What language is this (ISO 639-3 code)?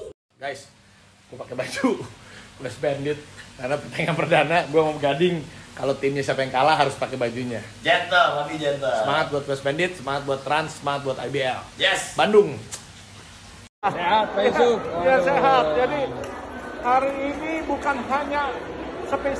ind